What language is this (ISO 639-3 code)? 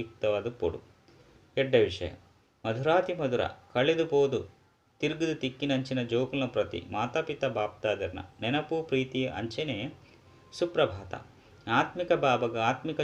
tcy